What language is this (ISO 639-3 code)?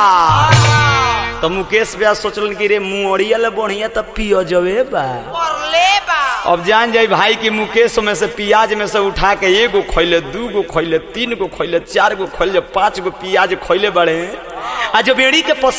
bho